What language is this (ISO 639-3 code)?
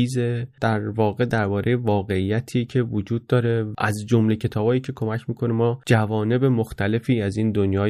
fas